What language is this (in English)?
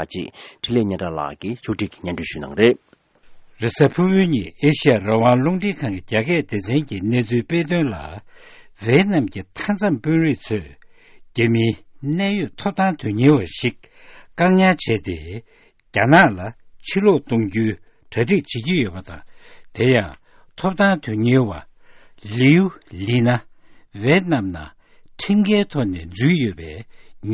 Tibetan